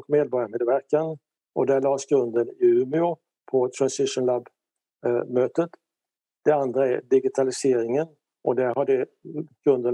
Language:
Swedish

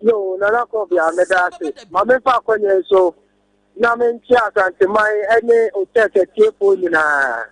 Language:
Akan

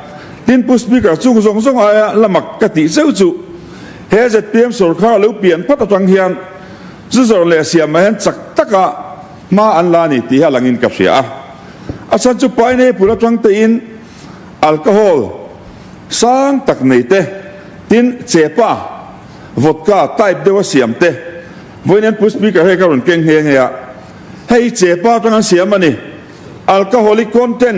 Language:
Mizo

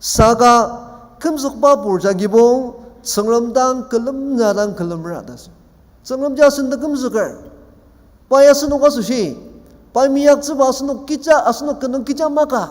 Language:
Ao Naga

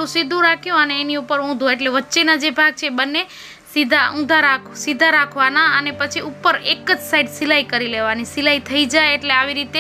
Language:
Gujarati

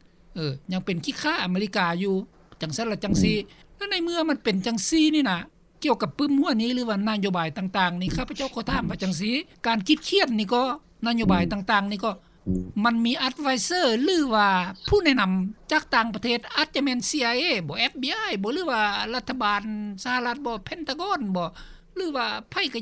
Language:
Lao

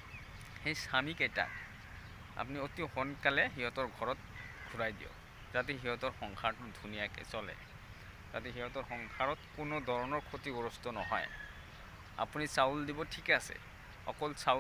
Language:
Assamese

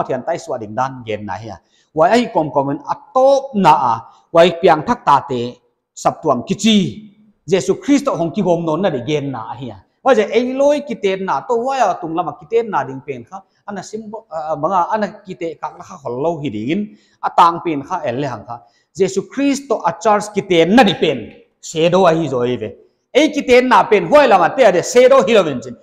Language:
Paite Chin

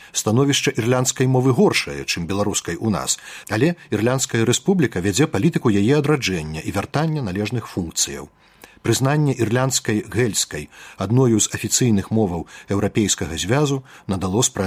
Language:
Belarusian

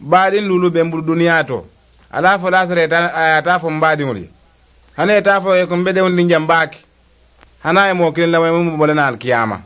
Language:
Mandingo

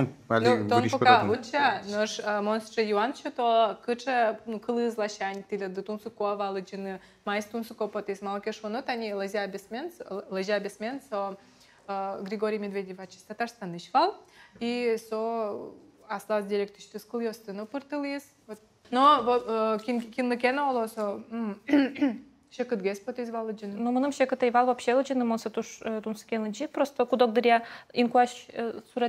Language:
Udmurt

